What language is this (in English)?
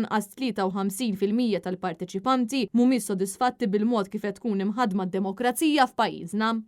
Maltese